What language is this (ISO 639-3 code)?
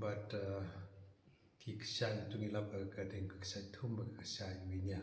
kha